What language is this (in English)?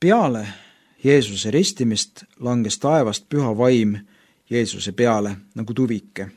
Estonian